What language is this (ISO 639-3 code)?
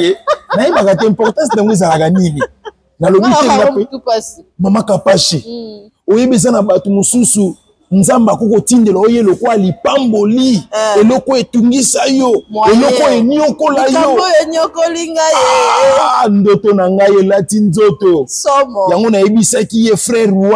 lin